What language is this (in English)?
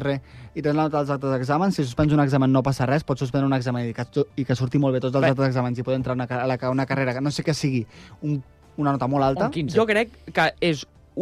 Catalan